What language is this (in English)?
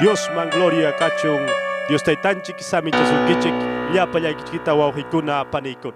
Ayacucho Quechua